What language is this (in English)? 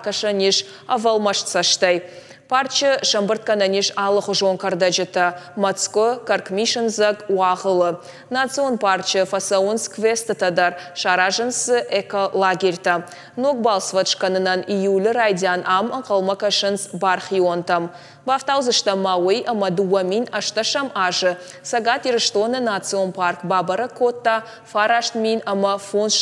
Ossetic